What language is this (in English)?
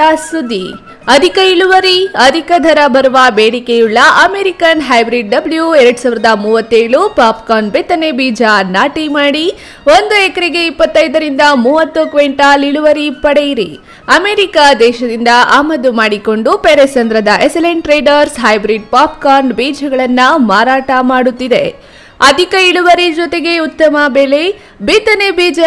Kannada